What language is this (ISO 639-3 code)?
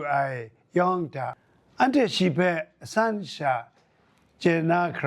kac